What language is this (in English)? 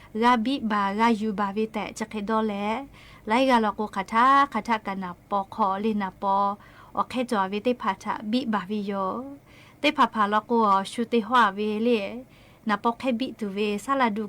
Lahu